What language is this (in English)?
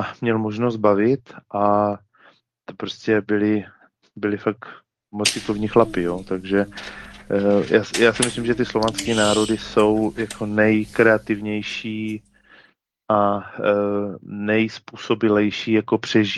Czech